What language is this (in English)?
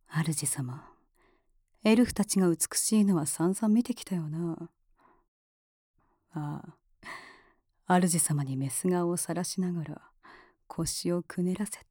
Japanese